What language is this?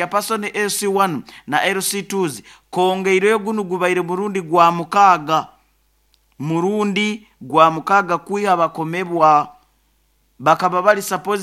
Nyoro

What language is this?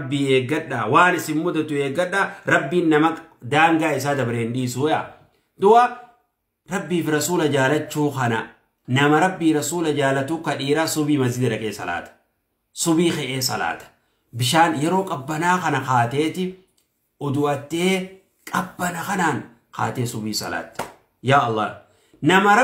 Oromo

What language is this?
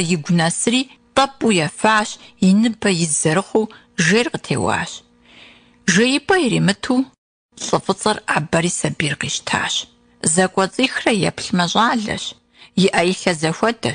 Kabardian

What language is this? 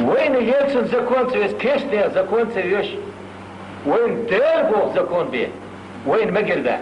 Chechen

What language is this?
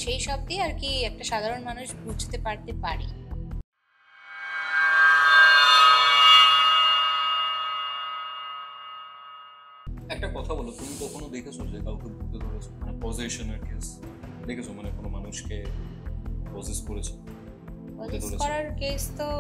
Bangla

